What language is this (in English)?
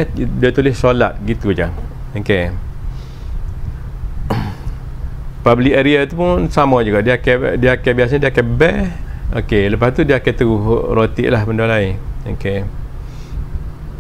Malay